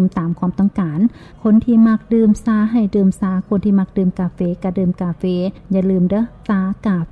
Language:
Lao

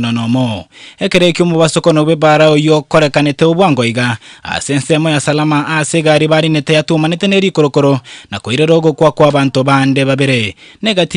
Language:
Gusii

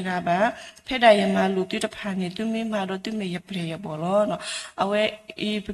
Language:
S'gaw Karen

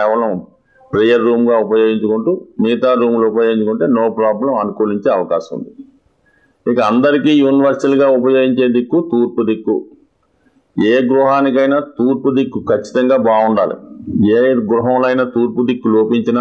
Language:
Telugu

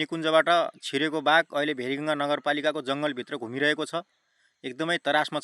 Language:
Nepali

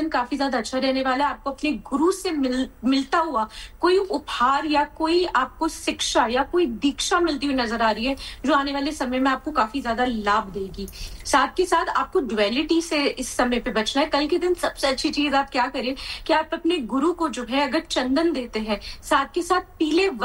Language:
Hindi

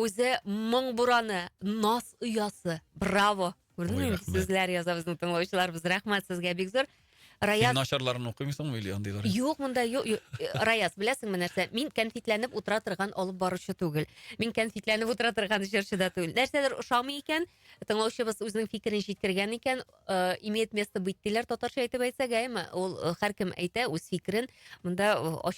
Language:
Tatar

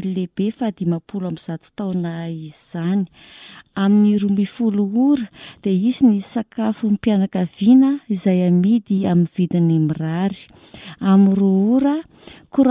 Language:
Malagasy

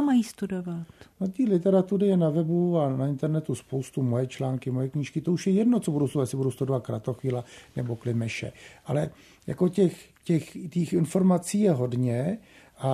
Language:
Czech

